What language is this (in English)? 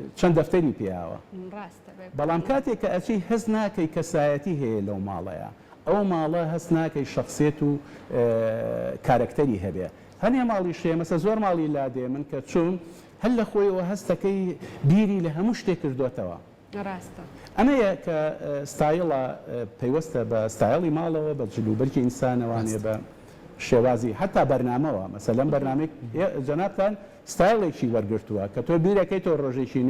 Central Kurdish